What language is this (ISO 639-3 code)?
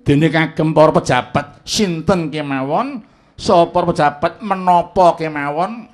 jav